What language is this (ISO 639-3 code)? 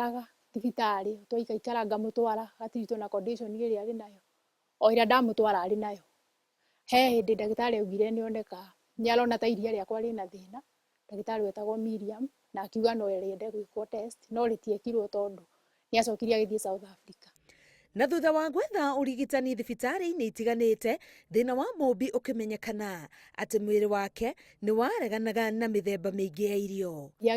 kik